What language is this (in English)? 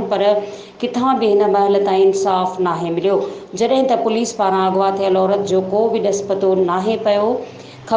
Sindhi